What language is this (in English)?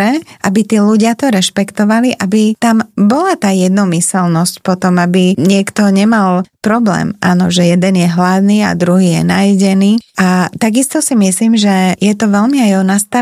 Slovak